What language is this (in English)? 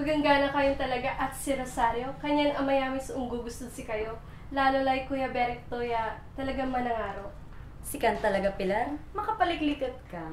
Pangasinan